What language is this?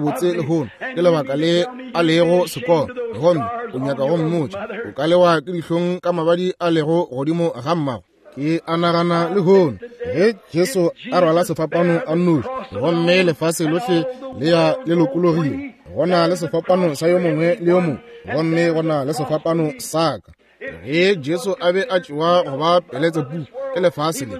Northern Sotho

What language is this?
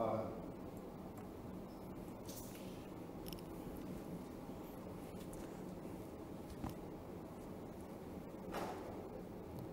Malayalam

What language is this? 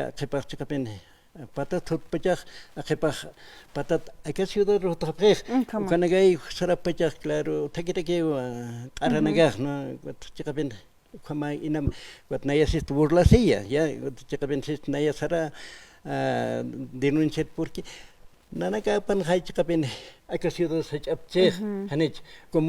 Aymara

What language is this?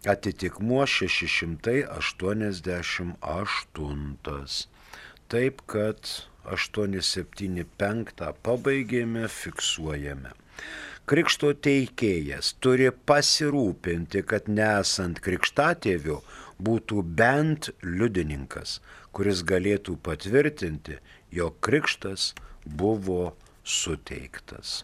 Lithuanian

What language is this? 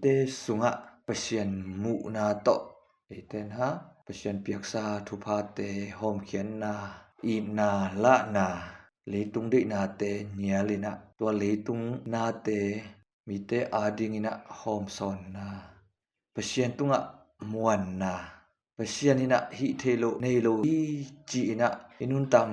Tedim Chin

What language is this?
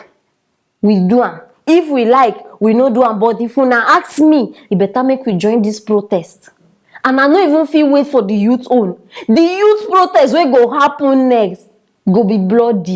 Nigerian Pidgin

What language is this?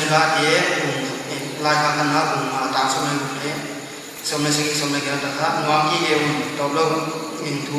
Paite Chin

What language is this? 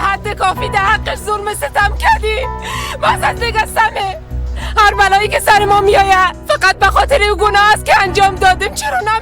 Persian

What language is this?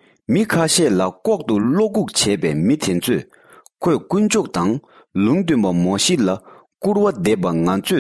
Tibetan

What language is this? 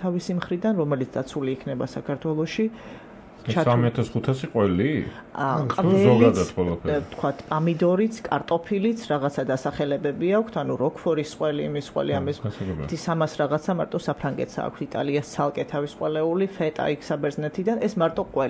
Georgian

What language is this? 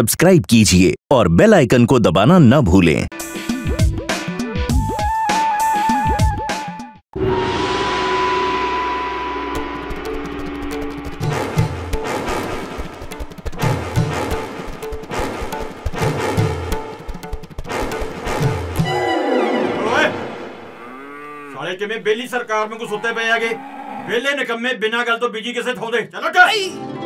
Punjabi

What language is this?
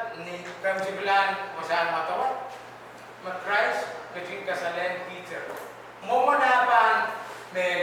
Pohnpeian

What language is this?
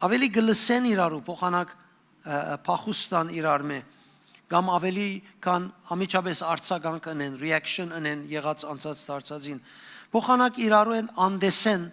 Western Armenian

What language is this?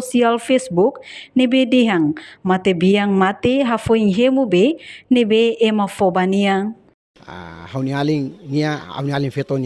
Tetum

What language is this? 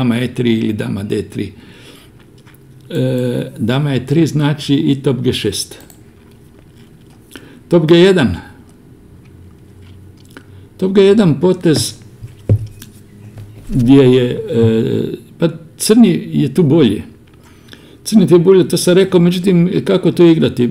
Croatian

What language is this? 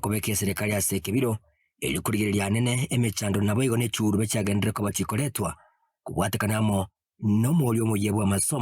Gusii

